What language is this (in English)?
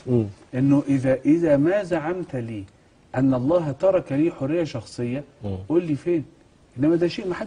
Egyptian Arabic